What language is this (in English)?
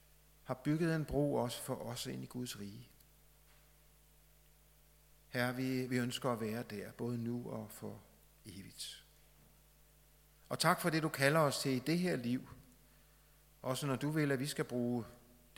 Danish